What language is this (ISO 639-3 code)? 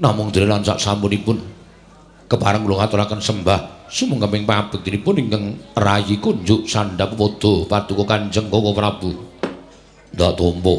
jav